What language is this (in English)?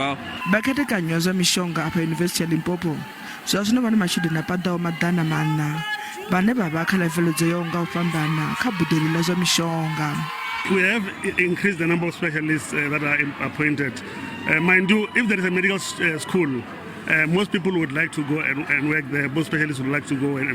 Venda